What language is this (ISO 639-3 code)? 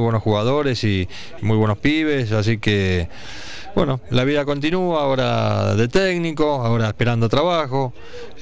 spa